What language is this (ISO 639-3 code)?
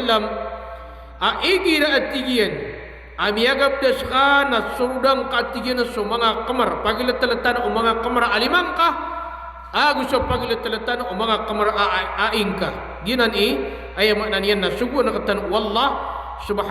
mrw